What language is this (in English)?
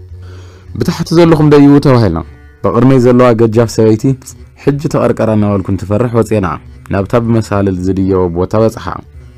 Tigrinya